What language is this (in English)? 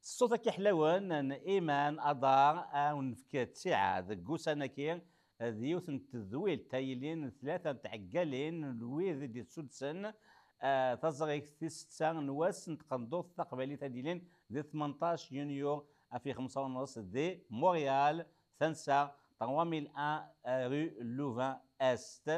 Kabyle